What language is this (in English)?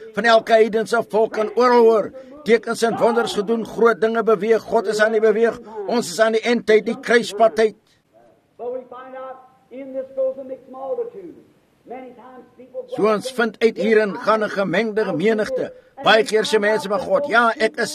Afrikaans